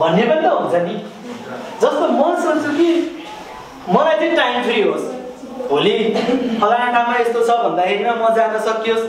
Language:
Nepali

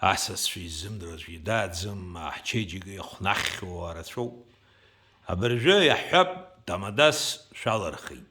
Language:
Abkhazian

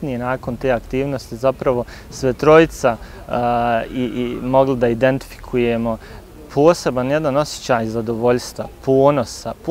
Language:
Bosnian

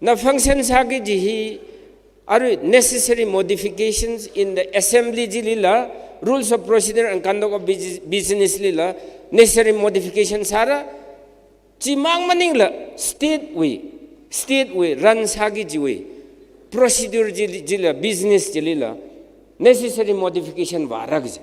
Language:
Tangkhul Naga (India)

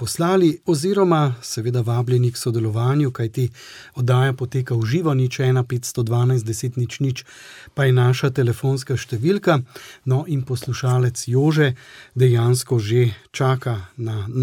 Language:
Slovenian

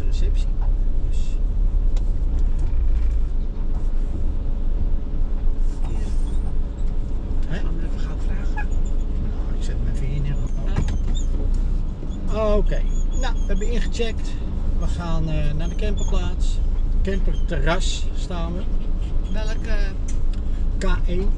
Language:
Dutch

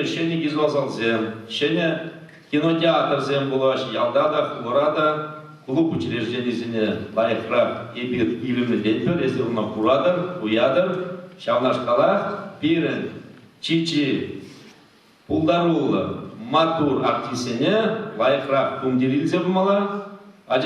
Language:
Chuvash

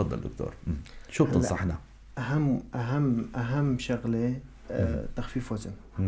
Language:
North Levantine Arabic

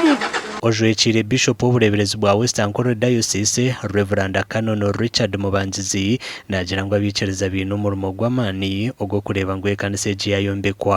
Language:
Nyankole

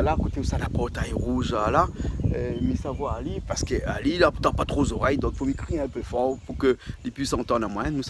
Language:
Réunion Creole French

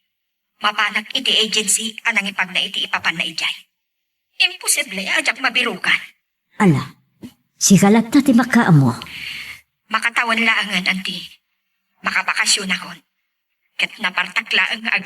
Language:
Iloko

